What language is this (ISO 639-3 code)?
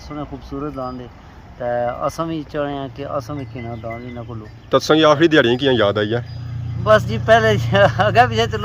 phr